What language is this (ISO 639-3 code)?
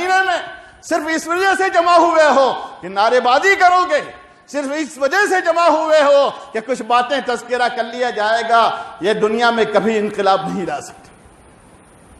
urd